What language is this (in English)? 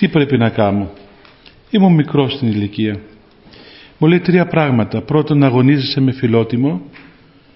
Greek